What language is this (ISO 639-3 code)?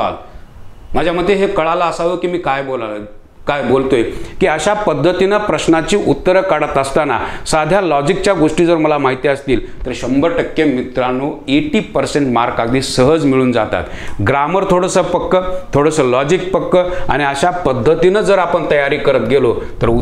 mar